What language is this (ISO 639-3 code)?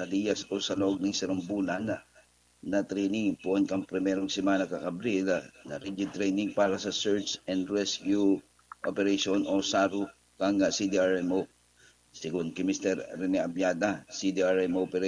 bik